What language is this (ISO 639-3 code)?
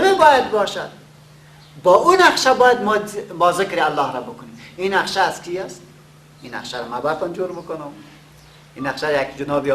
fas